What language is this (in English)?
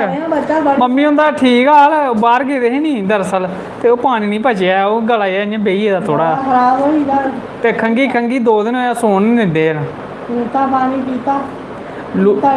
Dogri